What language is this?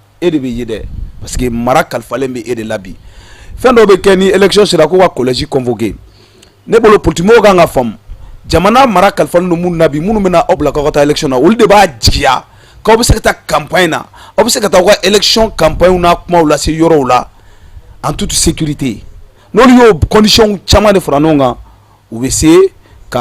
Bambara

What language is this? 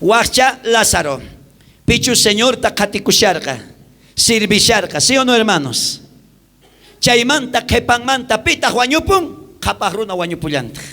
South Bolivian Quechua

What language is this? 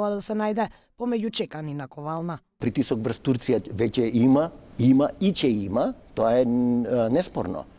Macedonian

